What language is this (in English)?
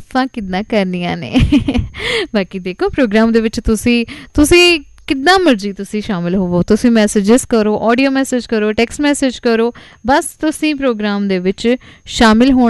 Punjabi